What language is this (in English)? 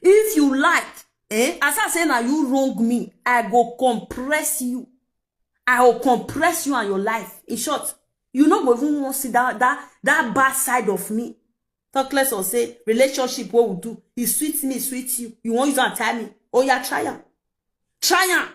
Nigerian Pidgin